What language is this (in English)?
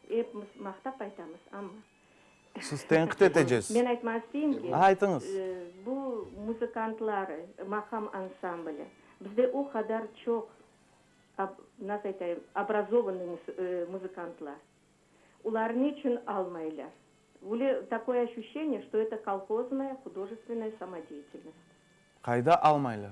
Crimean Tatar